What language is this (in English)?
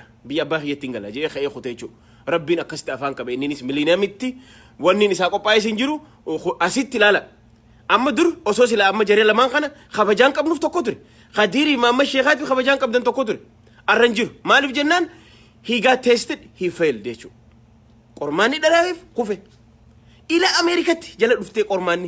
Oromo